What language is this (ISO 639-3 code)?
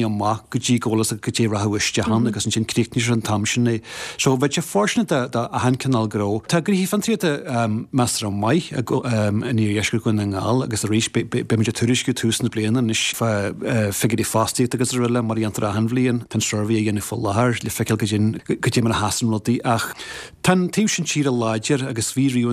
gle